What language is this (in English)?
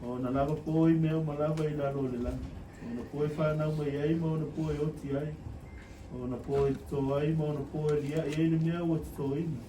Samoan